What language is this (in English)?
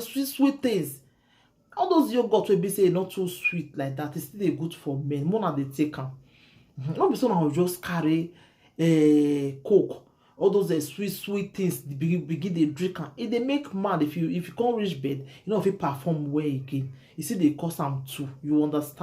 Nigerian Pidgin